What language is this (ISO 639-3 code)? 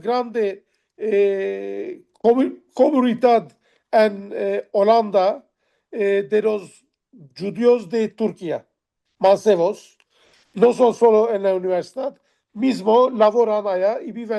lad